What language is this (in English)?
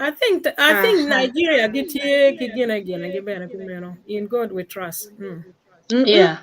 Acoli